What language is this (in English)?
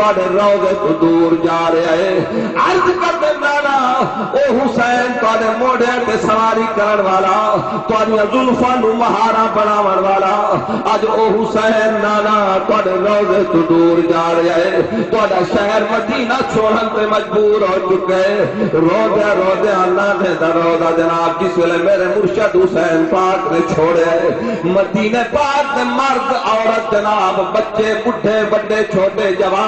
Saraiki